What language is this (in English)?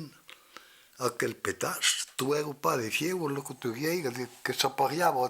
Occitan